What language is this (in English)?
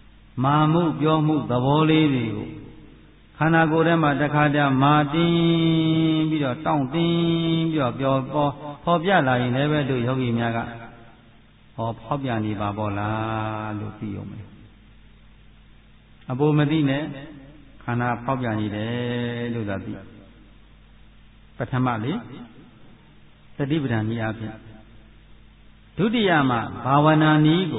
Burmese